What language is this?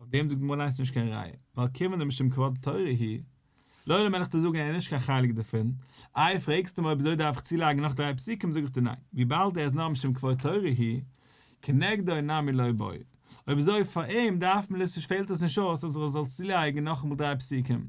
Yiddish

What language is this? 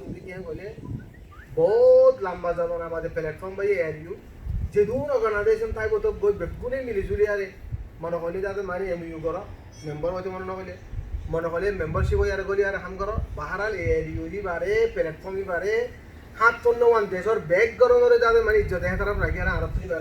Rohingya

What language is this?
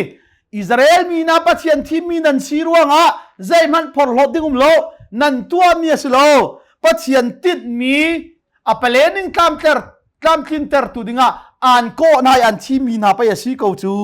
Hakha Chin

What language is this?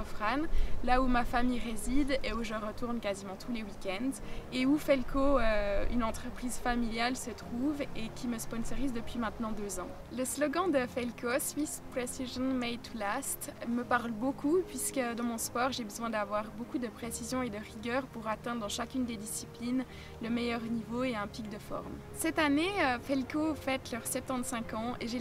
French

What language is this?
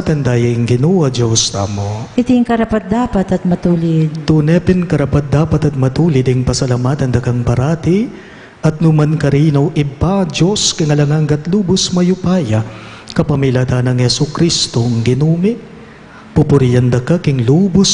Pampanga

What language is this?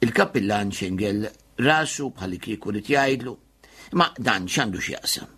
Maltese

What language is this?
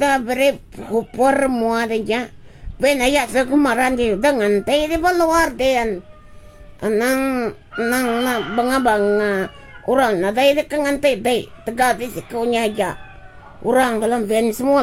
Iban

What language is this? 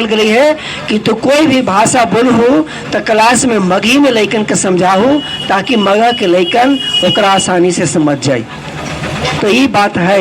Magahi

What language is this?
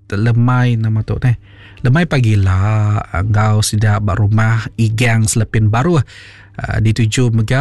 Iban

